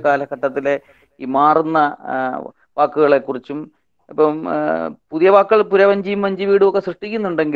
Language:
Malayalam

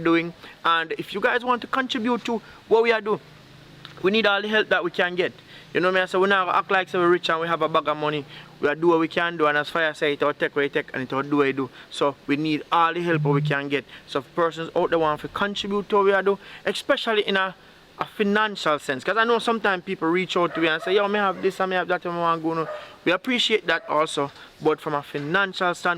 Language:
Jamaican Creole English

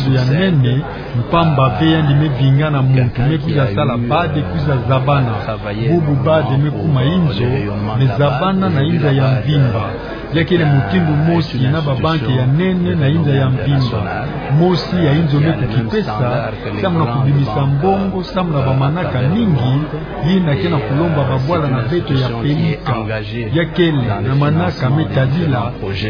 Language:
Kituba (Democratic Republic of Congo)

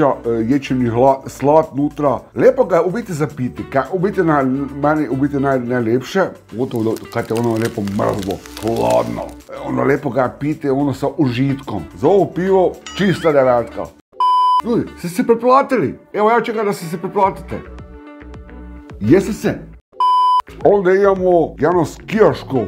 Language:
Croatian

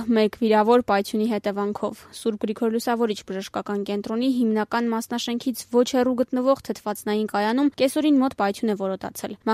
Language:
Armenian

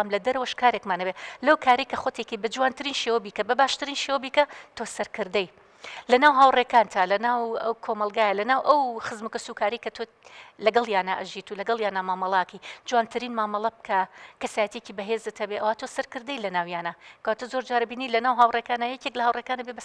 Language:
Central Kurdish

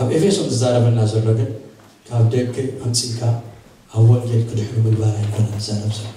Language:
Tigrinya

